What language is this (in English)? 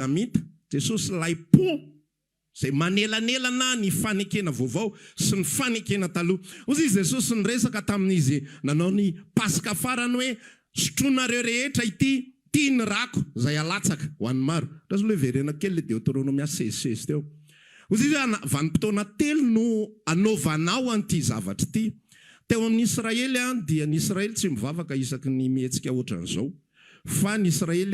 Malagasy